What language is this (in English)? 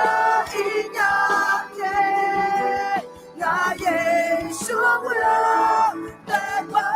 Akha